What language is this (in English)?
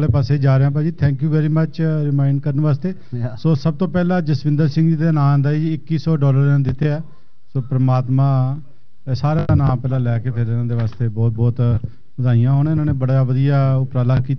Punjabi